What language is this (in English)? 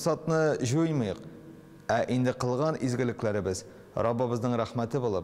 Tatar